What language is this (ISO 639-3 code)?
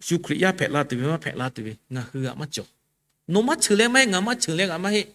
lhu